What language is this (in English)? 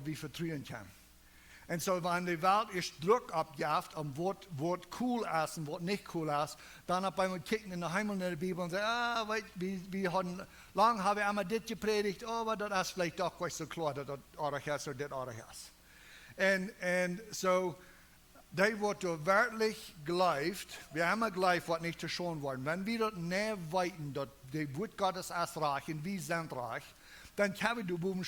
Plautdietsch